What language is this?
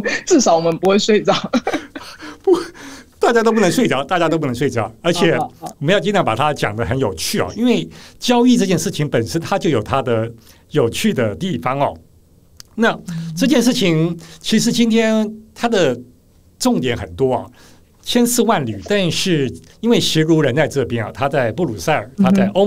Chinese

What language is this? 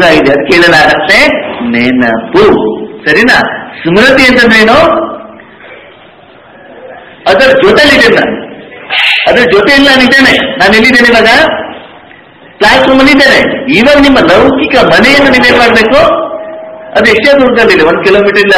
Kannada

